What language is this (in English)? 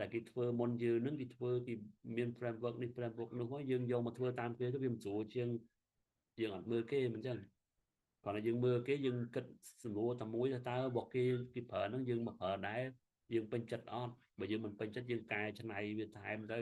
Khmer